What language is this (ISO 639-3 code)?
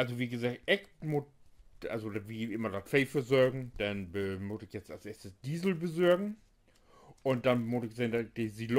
nds